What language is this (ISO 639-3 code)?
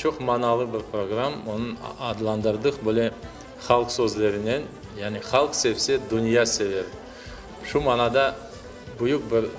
crh